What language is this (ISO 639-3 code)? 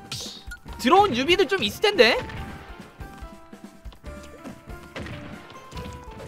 kor